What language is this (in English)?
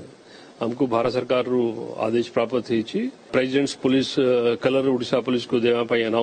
Odia